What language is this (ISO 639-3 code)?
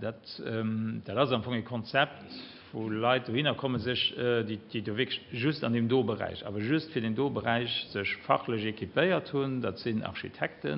ltz